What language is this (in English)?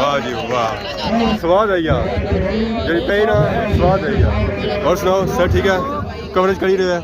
Pahari-Potwari